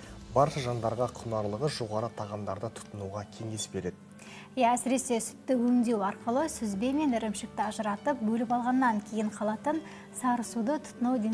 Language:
Kazakh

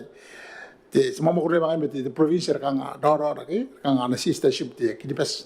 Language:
Gilbertese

